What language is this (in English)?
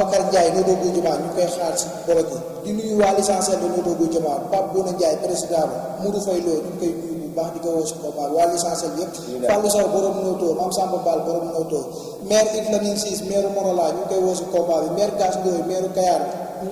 Wolof